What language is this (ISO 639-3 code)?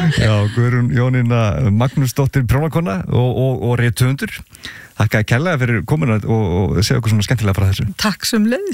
isl